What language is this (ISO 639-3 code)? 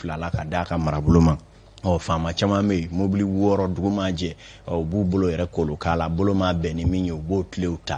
bam